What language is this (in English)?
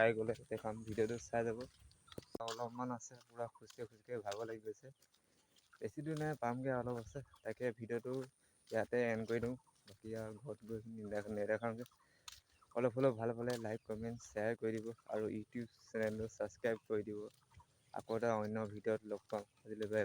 Assamese